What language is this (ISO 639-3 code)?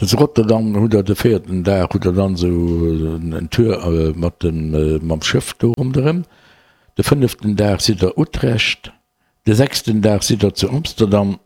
ltz